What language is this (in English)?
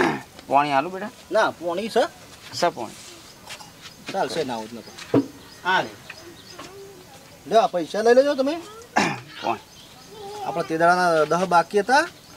Gujarati